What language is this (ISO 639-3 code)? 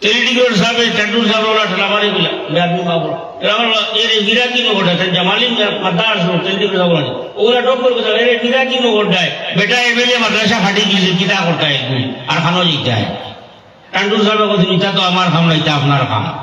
syl